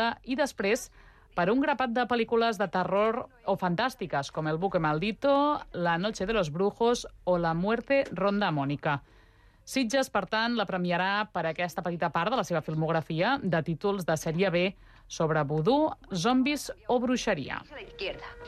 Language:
Catalan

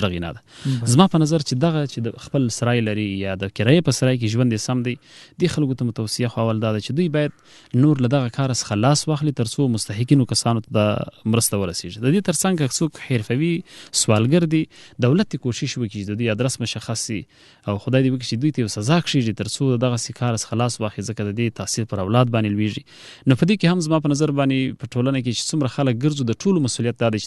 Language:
Pashto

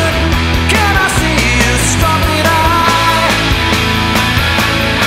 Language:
English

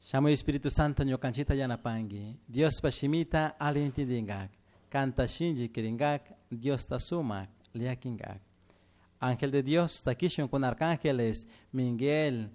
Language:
Chimborazo Highland Quichua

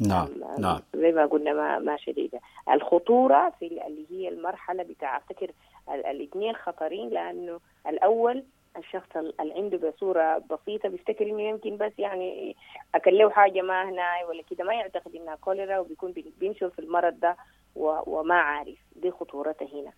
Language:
Sudanese Arabic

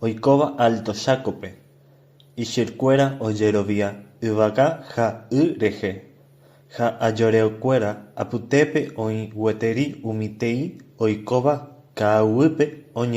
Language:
Guarani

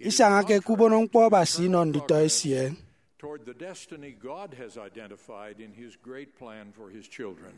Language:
Efik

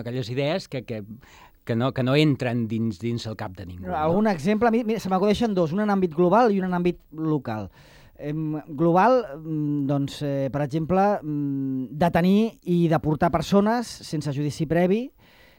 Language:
Catalan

